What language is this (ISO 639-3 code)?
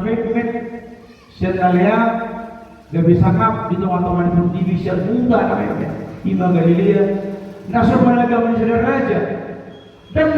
bbc